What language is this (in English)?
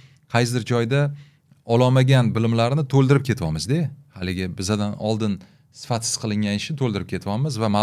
Uzbek